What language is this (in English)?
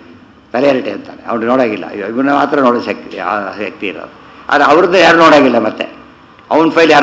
Kannada